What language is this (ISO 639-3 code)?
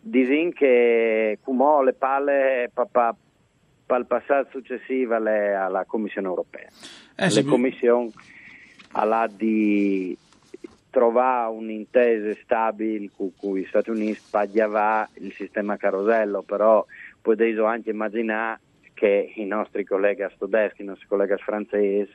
fur